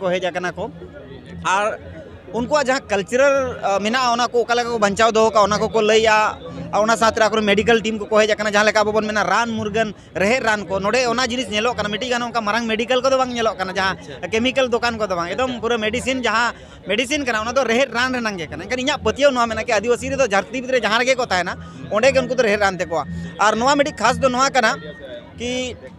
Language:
Santali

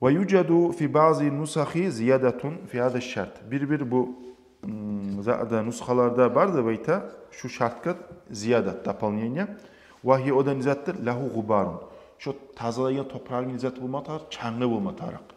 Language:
Kumyk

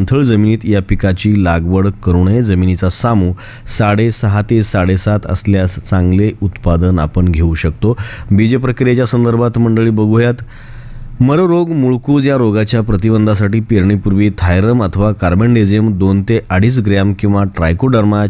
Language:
Marathi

